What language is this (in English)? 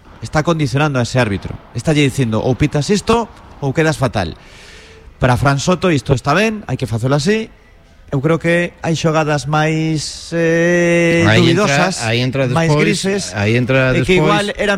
Galician